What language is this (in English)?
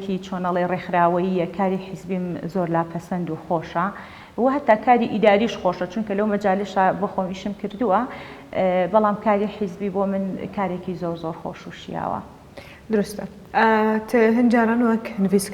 Central Kurdish